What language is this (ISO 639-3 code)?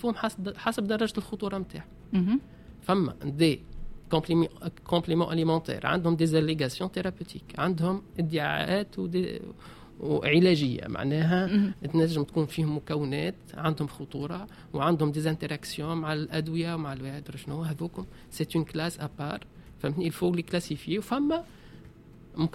aeb